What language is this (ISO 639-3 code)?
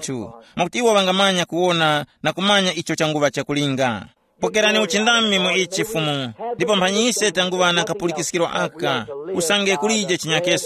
tum